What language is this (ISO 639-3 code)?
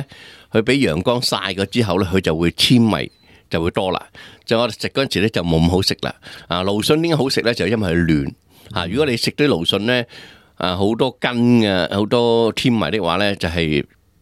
yue